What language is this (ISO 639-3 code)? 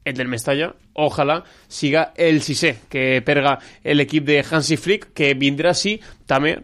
cat